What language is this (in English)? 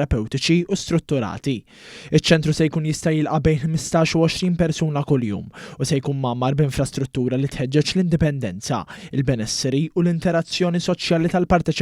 Maltese